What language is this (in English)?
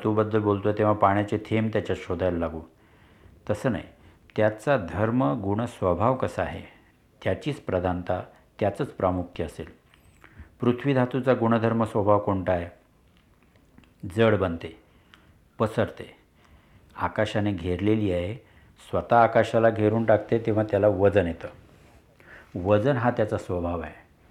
Marathi